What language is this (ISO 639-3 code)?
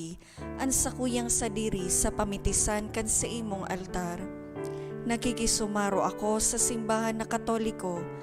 bik